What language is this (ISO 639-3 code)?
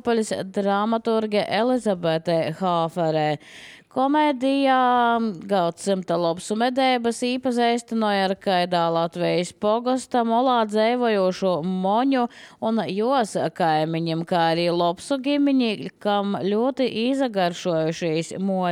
lav